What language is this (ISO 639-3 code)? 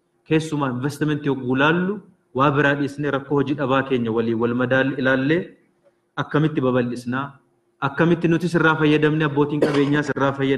orm